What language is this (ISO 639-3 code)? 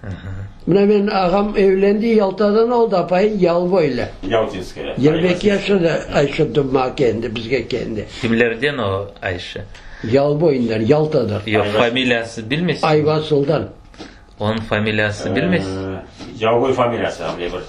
crh